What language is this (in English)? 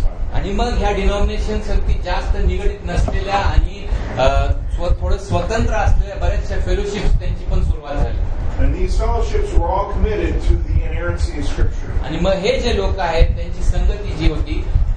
Marathi